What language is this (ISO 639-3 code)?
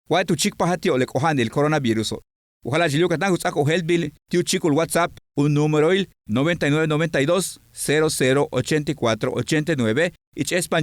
yua